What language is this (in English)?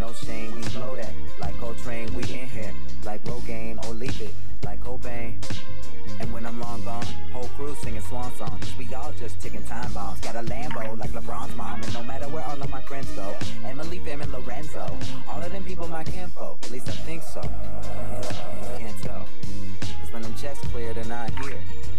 English